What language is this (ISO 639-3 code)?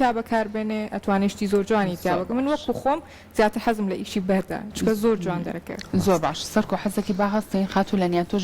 ckb